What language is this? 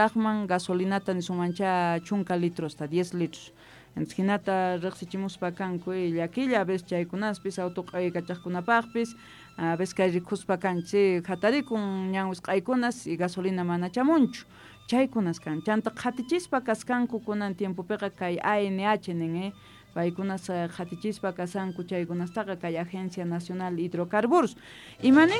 Quechua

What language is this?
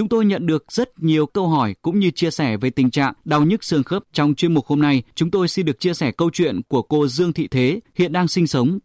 Vietnamese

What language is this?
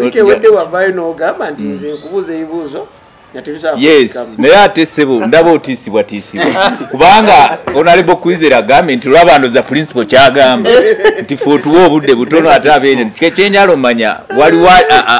Ganda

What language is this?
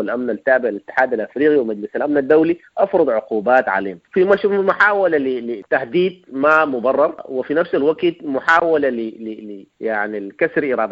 Sudanese Arabic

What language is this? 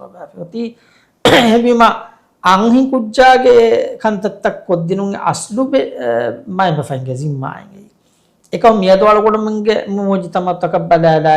Divehi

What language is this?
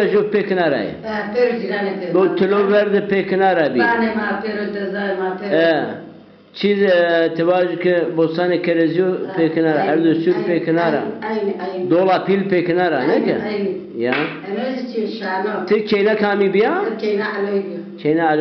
Zaza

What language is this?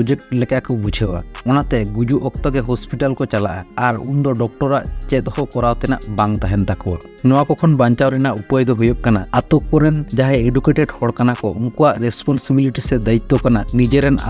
Santali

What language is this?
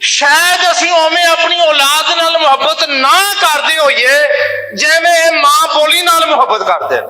Western Panjabi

